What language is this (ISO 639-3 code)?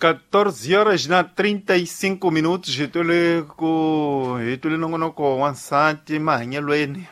tso